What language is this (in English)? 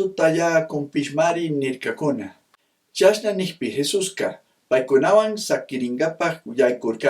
Chimborazo Highland Quichua